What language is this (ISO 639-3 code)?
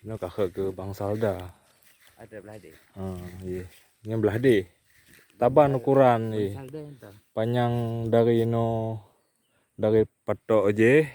ace